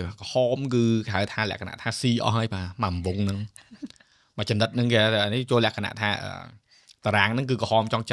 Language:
Khmer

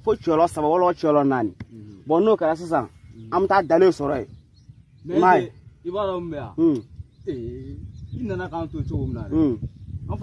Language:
Bambara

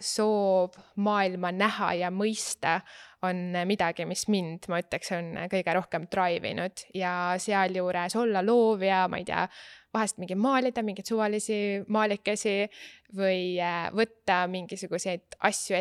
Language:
Estonian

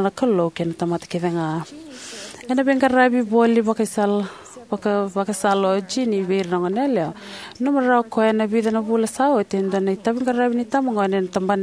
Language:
Fijian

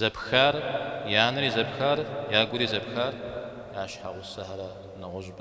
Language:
Kabardian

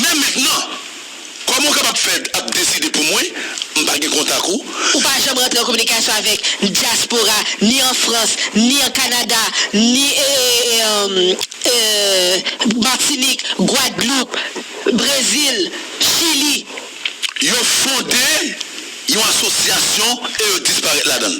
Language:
Haitian Creole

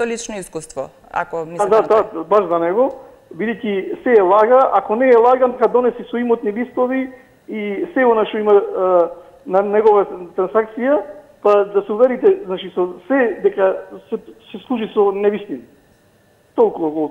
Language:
Macedonian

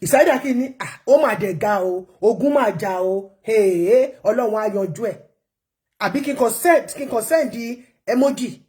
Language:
Yoruba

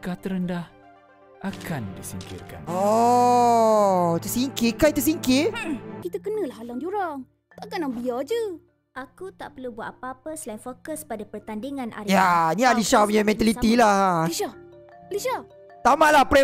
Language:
Malay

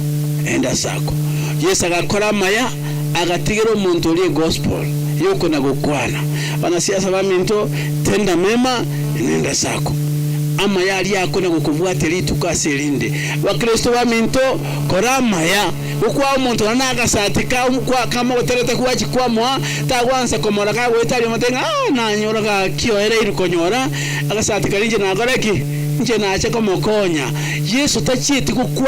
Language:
Gusii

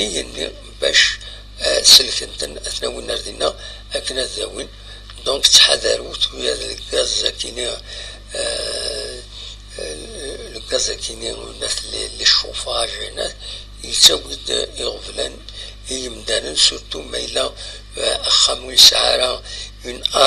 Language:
Kabyle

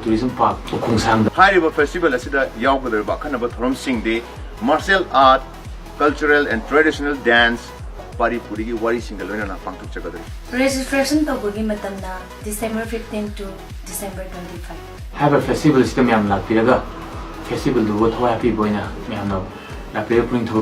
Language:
Manipuri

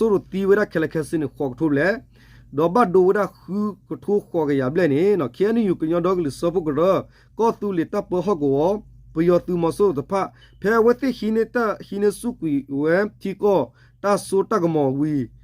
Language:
S'gaw Karen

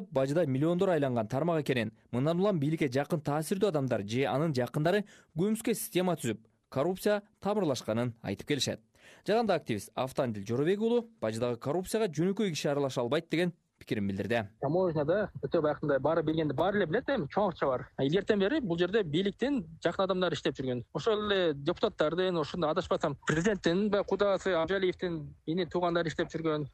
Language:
Kyrgyz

